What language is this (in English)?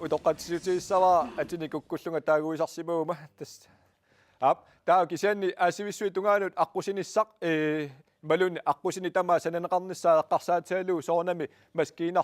Kalaallisut